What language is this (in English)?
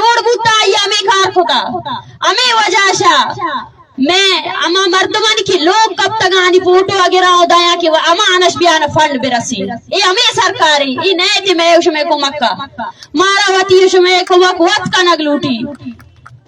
Baluchi